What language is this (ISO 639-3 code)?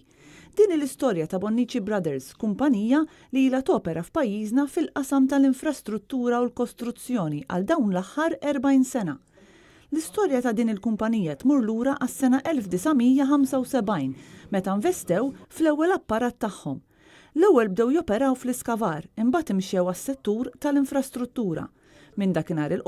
mlt